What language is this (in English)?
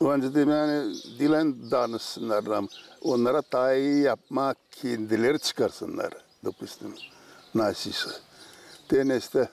Gagauz